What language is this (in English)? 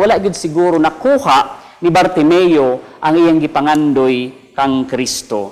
Cebuano